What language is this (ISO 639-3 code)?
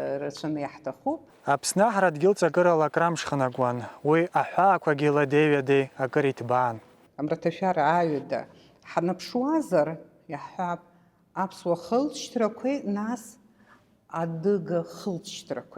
abk